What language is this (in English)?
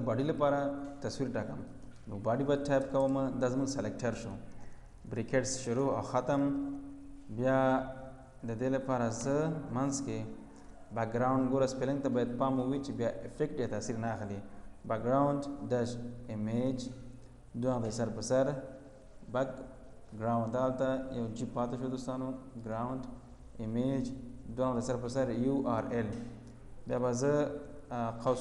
Pashto